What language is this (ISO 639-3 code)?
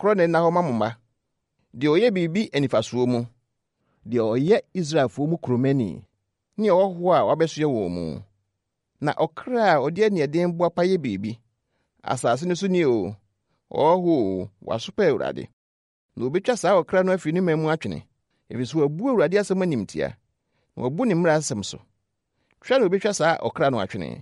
aka